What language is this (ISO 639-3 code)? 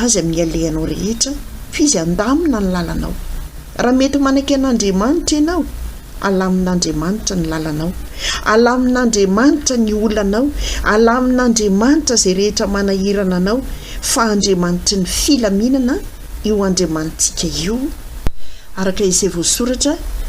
mlg